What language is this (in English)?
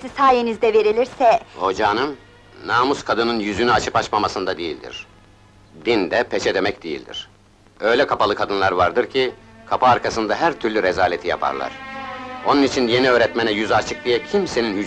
Turkish